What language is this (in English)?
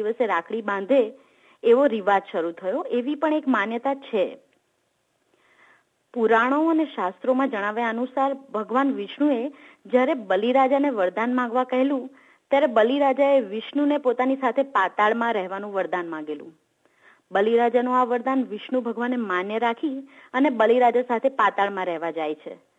Gujarati